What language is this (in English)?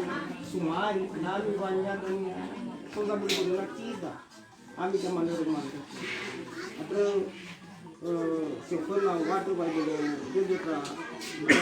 Nias